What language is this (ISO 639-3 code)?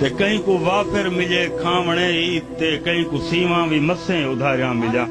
skr